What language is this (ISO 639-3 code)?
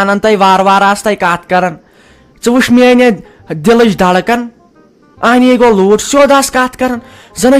kas